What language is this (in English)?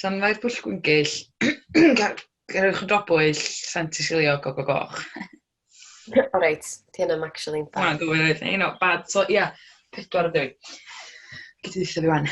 Welsh